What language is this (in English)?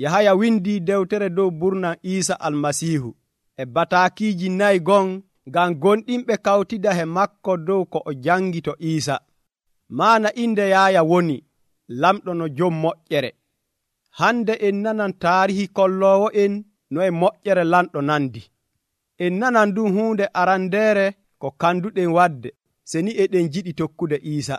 Nigerian Fulfulde